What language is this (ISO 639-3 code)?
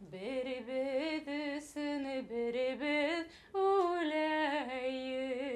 bak